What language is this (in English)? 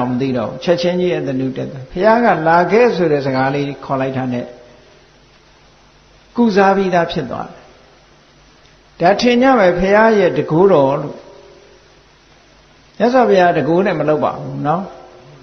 Burmese